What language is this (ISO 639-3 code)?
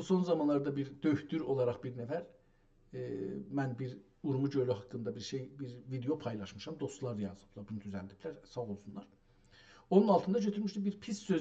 azb